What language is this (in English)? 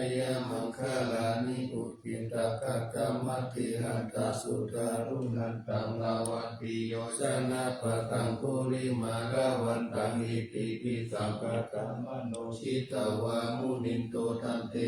Pali